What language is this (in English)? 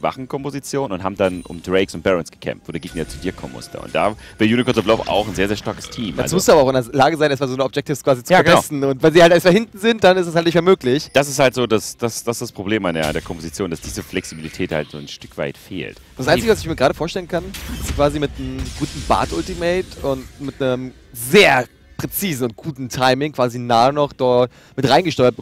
German